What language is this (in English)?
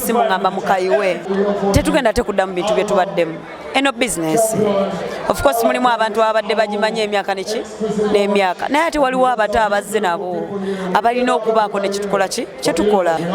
Ganda